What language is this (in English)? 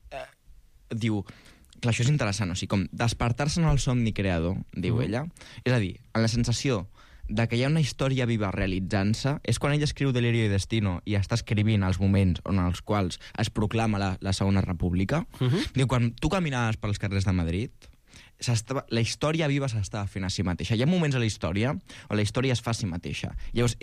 Catalan